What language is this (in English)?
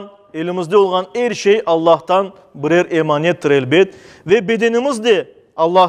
Crimean Tatar